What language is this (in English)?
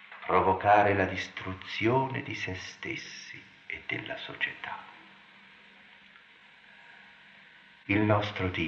Italian